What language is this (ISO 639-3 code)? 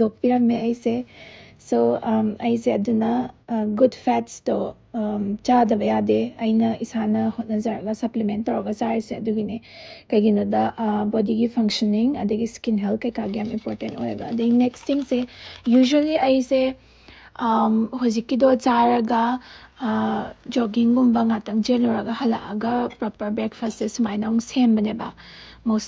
mni